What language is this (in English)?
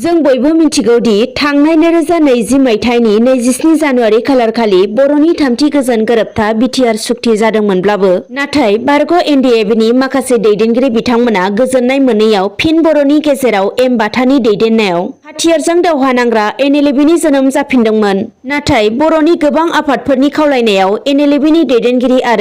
Bodo